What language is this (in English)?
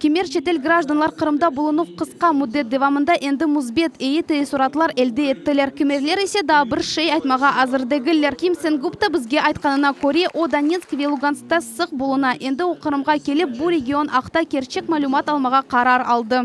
Crimean Tatar